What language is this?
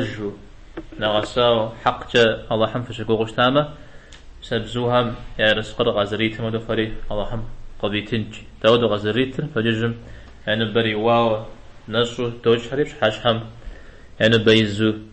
Kabardian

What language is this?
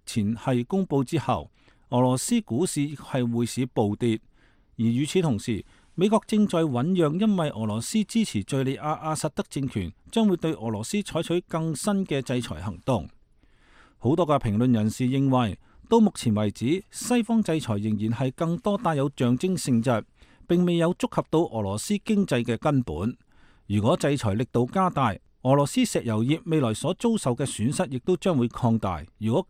Cantonese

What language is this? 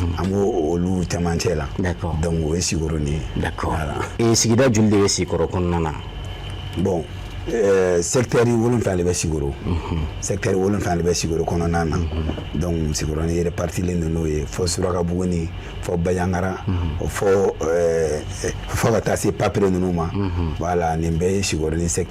Bambara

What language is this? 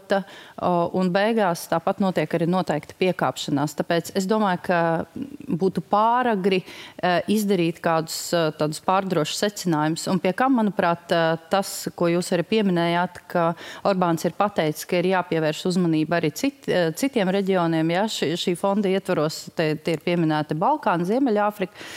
Latvian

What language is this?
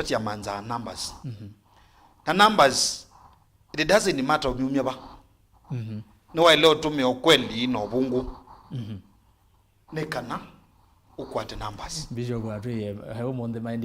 Kamba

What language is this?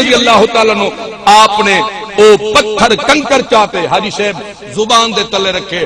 Saraiki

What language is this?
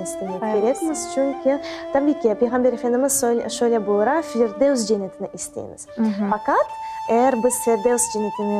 Crimean Tatar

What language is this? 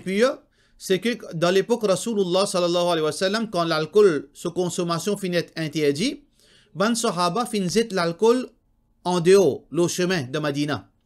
Morisyen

